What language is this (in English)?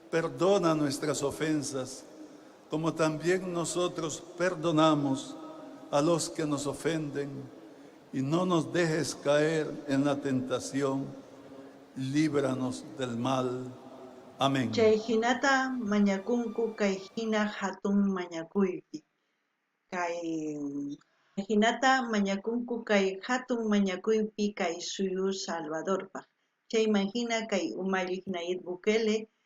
South Bolivian Quechua